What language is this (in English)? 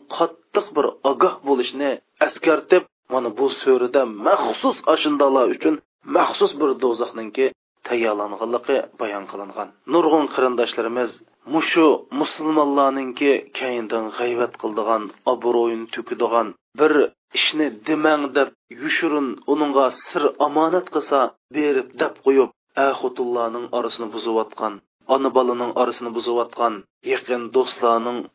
Uyghur